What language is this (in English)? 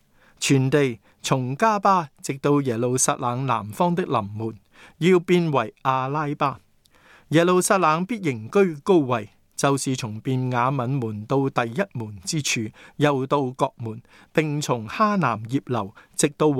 Cantonese